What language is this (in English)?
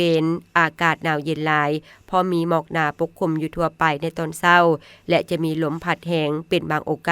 Lao